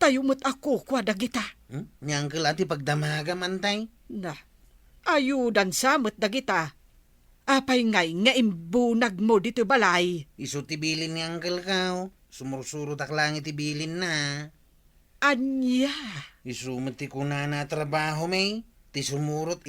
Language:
Iloko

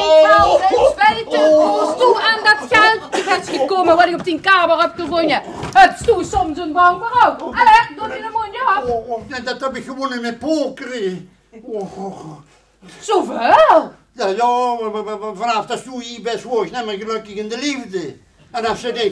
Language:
Limburgish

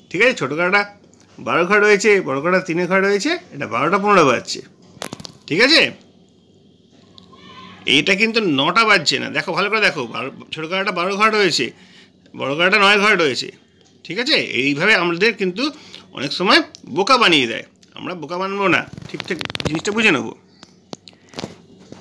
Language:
Bangla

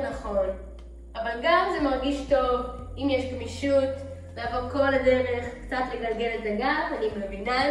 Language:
Hebrew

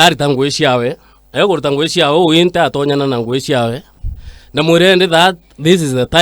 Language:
Meru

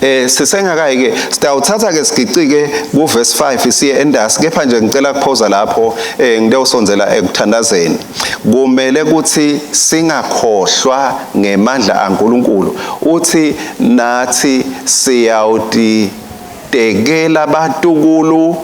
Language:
Swati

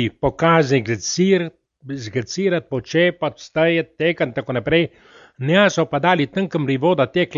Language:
Slovenian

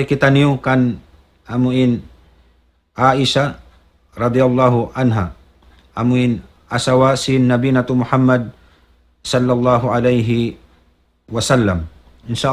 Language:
Tausug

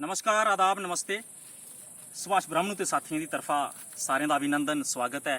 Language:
Dogri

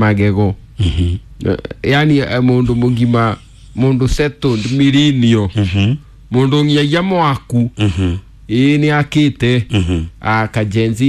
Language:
Kikuyu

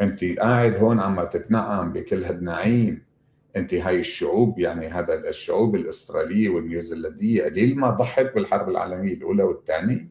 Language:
North Levantine Arabic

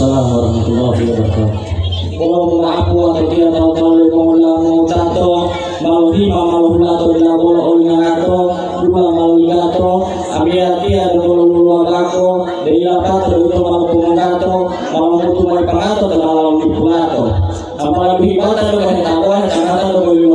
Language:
Gorontalo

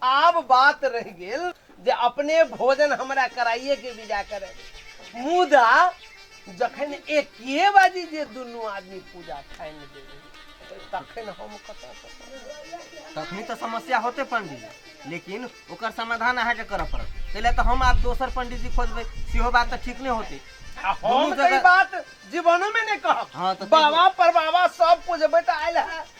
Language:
Maithili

